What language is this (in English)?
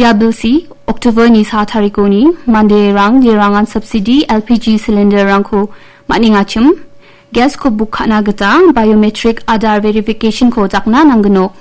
Garo